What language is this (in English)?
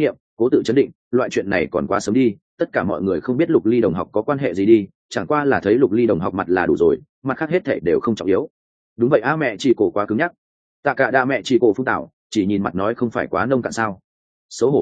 Vietnamese